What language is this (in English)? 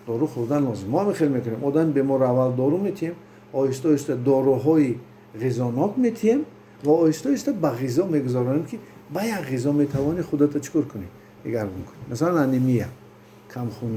Tajik